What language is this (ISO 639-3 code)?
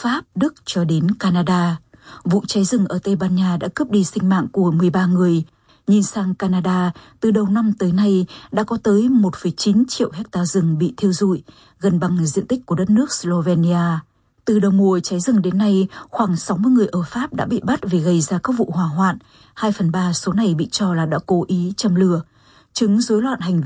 vie